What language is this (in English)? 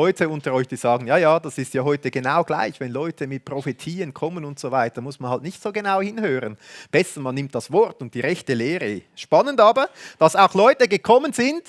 Swiss German